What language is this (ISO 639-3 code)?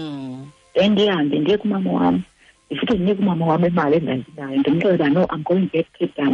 xho